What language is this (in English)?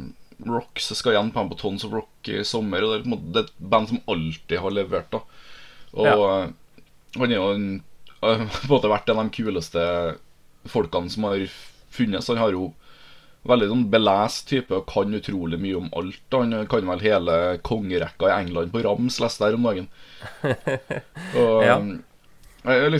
Norwegian